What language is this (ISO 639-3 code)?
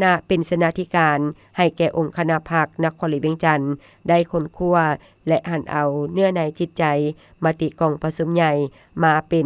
lao